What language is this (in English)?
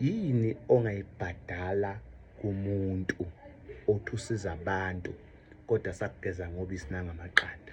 Zulu